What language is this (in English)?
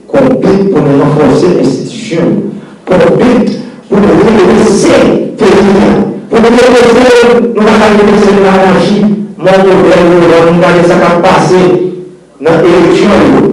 Haitian Creole